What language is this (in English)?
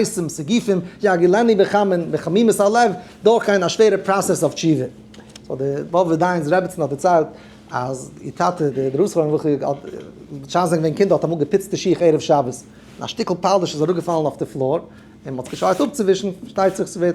Yiddish